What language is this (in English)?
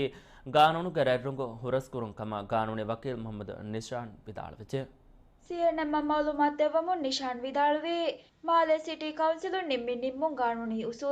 Divehi